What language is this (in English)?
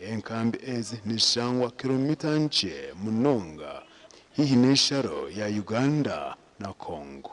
Nyankole